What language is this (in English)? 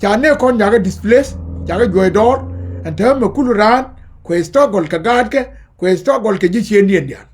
Nuer